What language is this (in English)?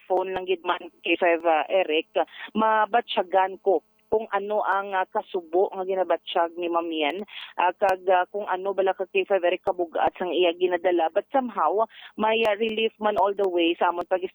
Hiligaynon